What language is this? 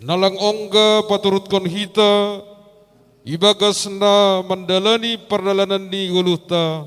Batak Simalungun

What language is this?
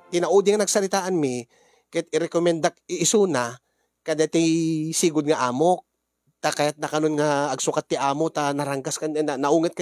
Iloko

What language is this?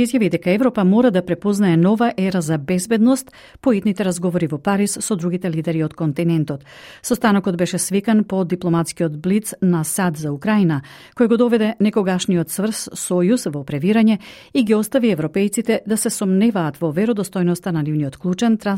Macedonian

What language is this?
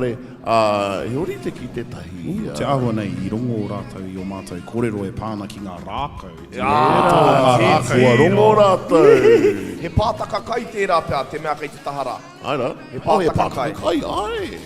Māori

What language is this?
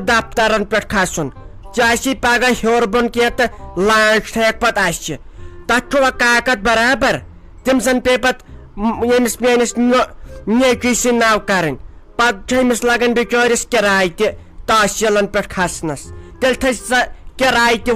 Kashmiri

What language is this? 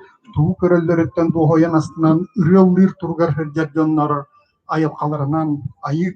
Yakut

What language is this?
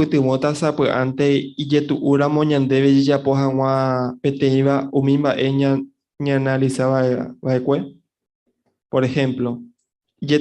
Guarani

